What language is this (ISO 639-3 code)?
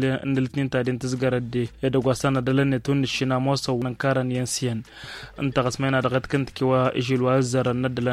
taq